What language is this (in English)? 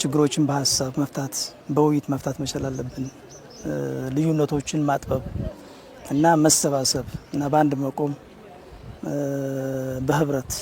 Amharic